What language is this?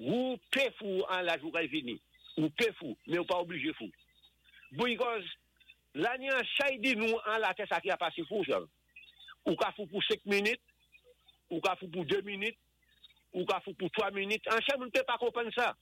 Saint Lucian Creole French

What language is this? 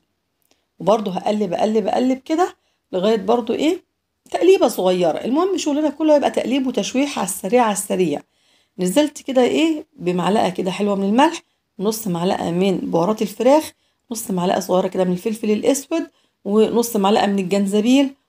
Egyptian Arabic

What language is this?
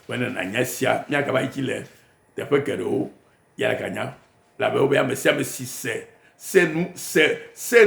Ewe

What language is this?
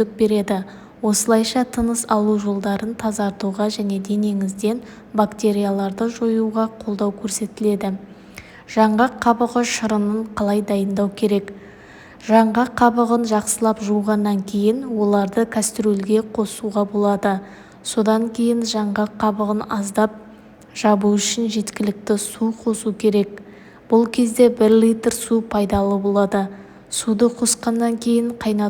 Kazakh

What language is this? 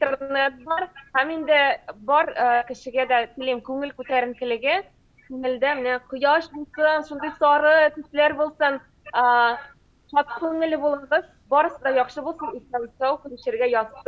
Tatar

